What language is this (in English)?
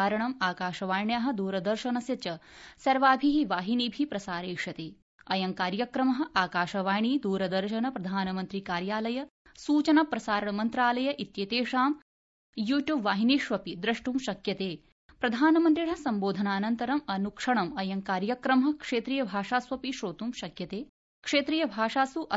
Sanskrit